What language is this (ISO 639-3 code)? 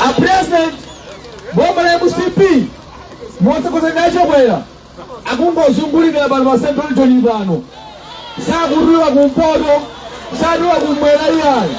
nya